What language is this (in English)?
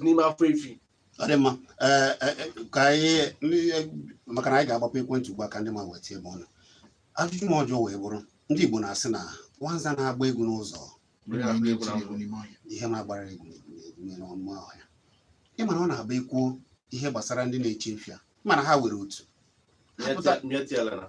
Igbo